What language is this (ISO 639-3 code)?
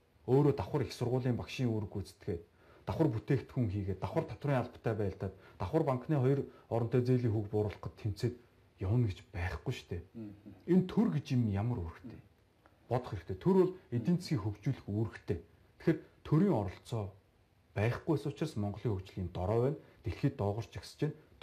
mon